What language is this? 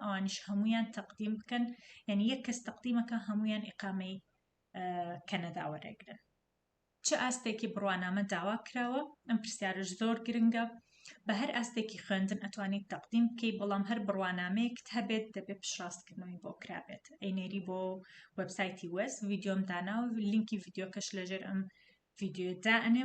Central Kurdish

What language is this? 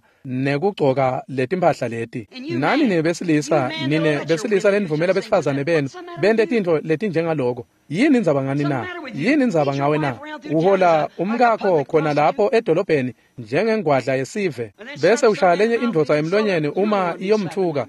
Swati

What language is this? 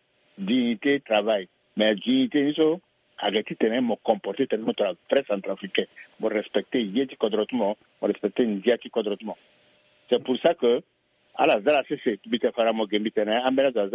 Sango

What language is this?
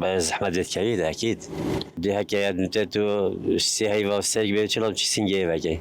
Kurdish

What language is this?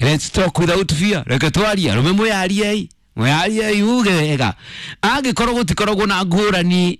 Kikuyu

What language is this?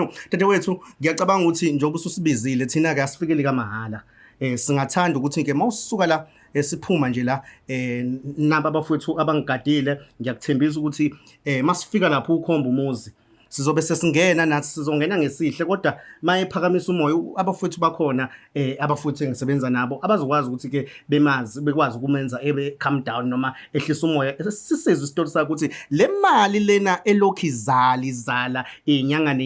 Zulu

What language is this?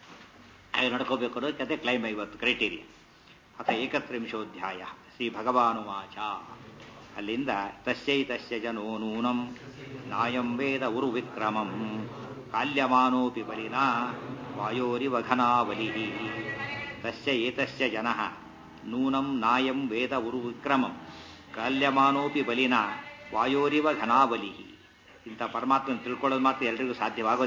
Kannada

